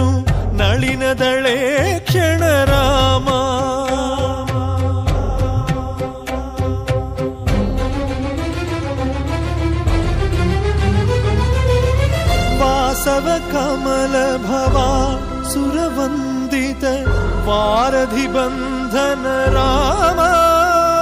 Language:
Telugu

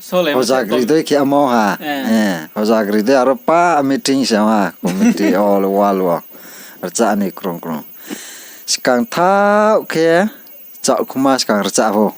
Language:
Riang (India)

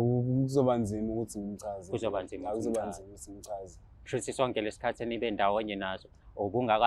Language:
Zulu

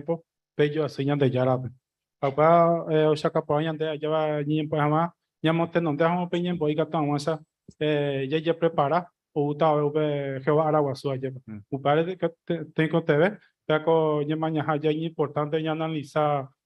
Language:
Guarani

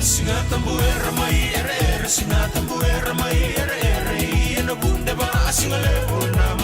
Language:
Fijian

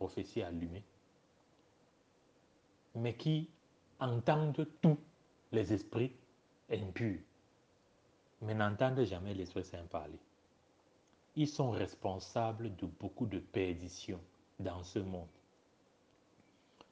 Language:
French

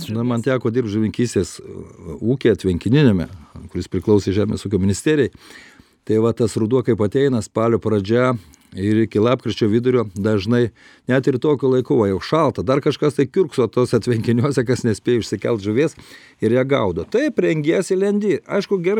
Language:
Lithuanian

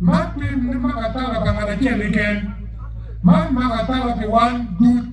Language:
Acoli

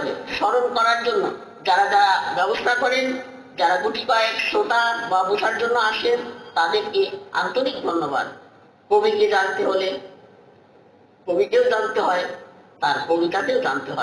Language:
Bangla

